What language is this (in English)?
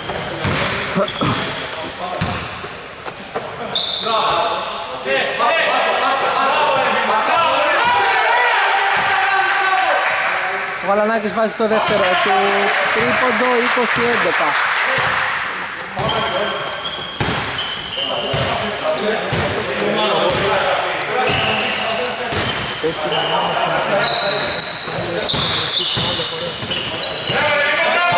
Greek